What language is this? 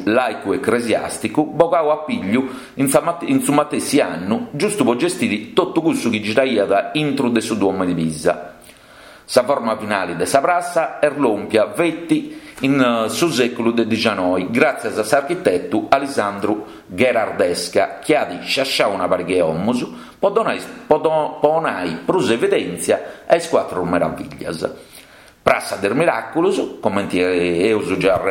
Sardinian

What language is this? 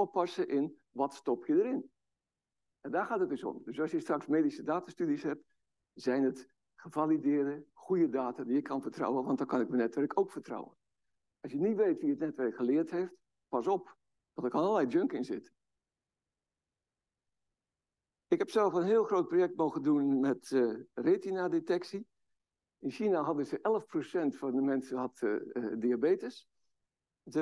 Dutch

